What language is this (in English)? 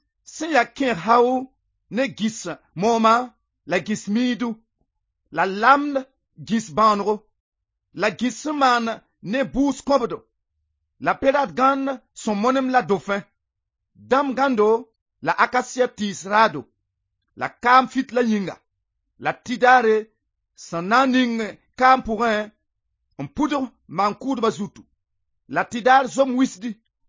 Mossi